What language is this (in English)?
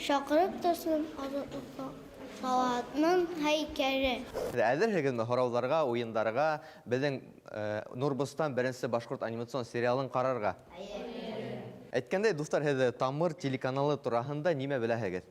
Bashkir